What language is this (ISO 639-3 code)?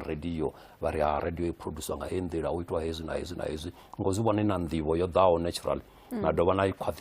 ven